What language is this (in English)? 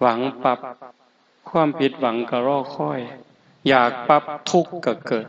Northeastern Thai